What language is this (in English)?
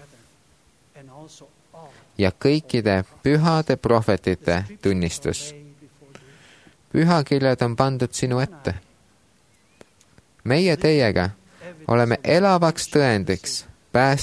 Estonian